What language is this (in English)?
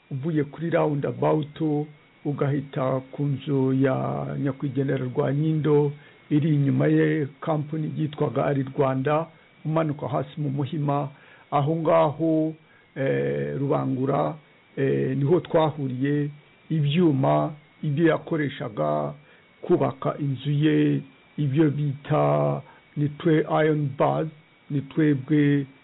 Kinyarwanda